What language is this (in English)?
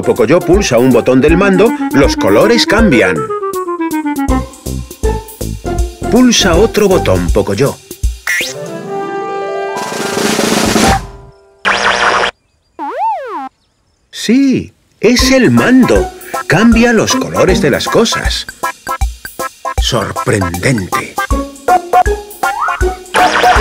Spanish